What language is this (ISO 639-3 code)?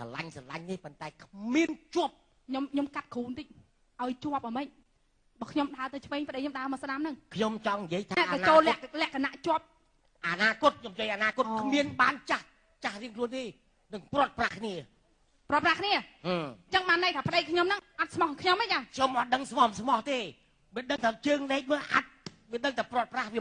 khm